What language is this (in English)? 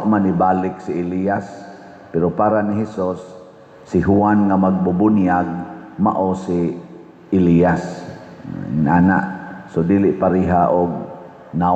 Cebuano